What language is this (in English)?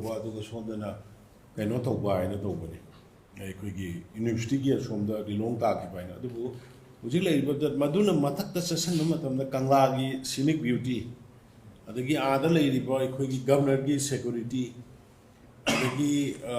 Manipuri